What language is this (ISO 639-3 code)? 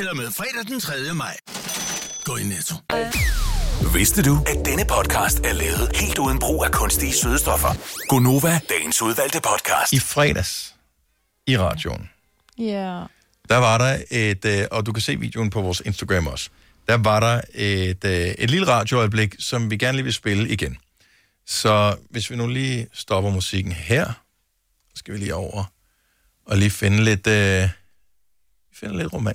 dan